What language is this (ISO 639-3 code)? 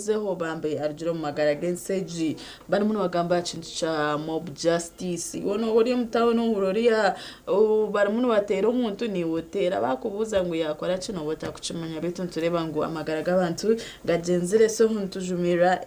nyn